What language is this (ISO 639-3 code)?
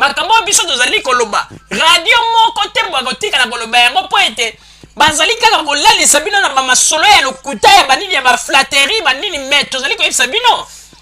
lin